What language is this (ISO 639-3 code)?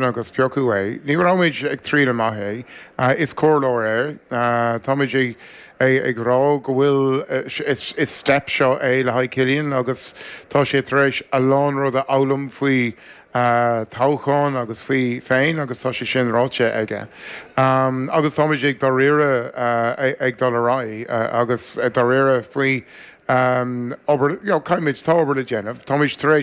gle